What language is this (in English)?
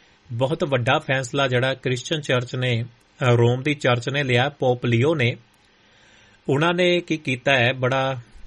Punjabi